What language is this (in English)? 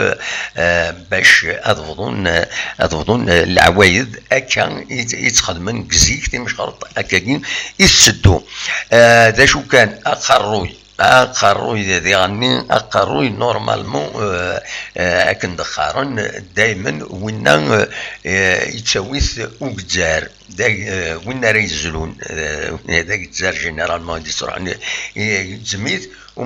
Kabyle